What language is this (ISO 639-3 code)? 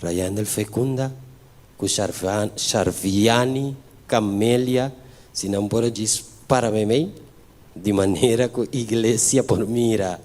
pap